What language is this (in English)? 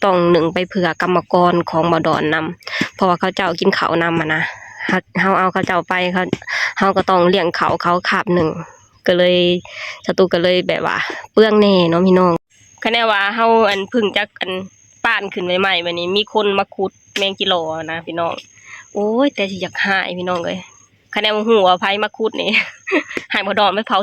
Lao